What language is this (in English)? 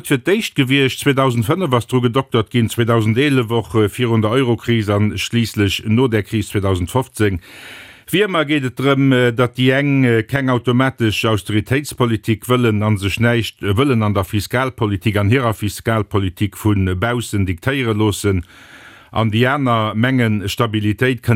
Luxembourgish